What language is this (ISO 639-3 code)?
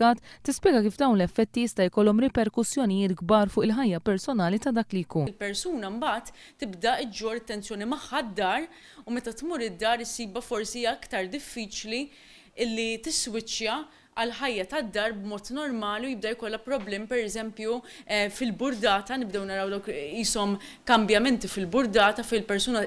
mlt